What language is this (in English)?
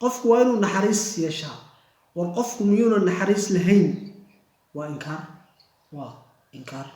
Somali